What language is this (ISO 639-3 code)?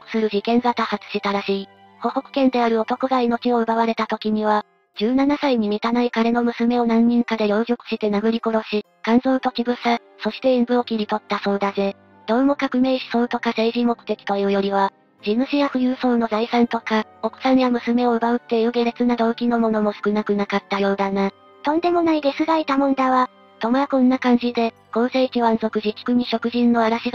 jpn